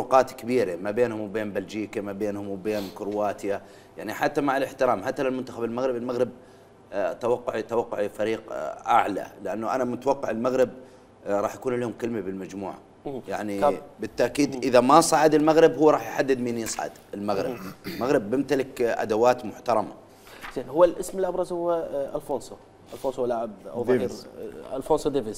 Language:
Mesopotamian Arabic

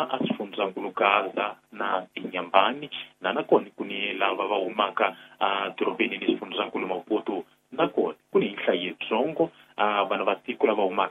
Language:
Tsonga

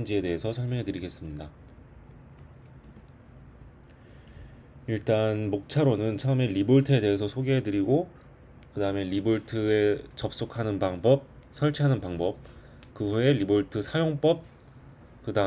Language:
Korean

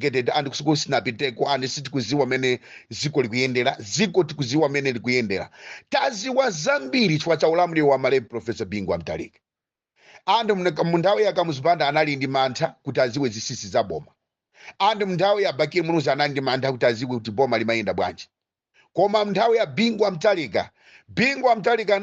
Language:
Nyanja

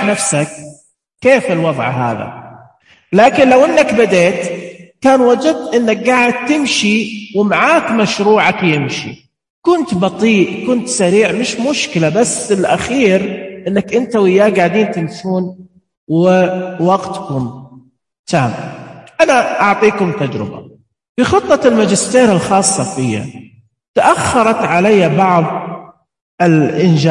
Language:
Najdi Arabic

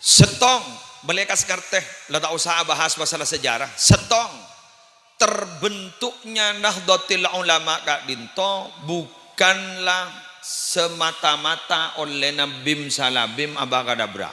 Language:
Madurese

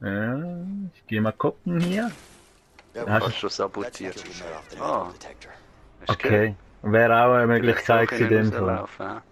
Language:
Swiss German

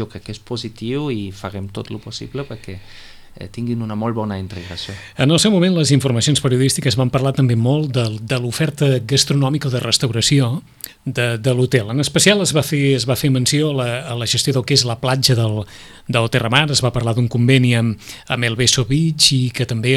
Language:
Catalan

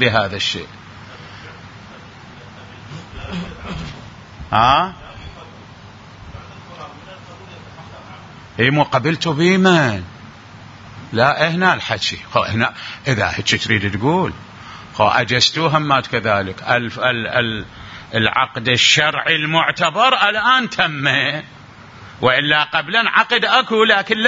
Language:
Arabic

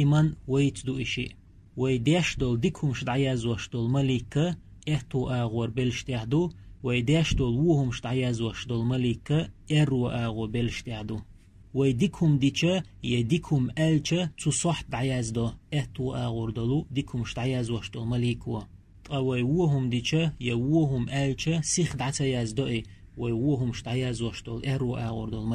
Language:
Chechen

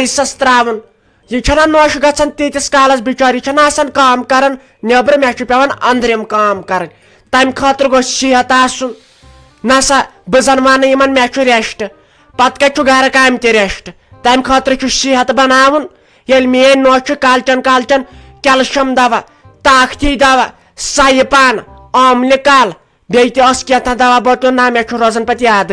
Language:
Kashmiri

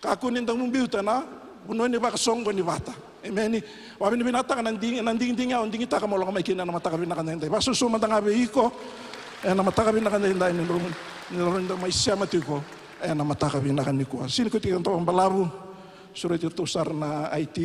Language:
Fijian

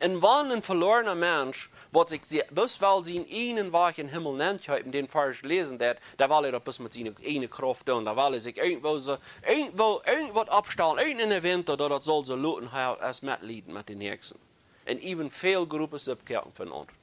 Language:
Plautdietsch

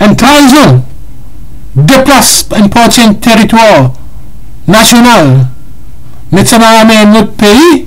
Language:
Morisyen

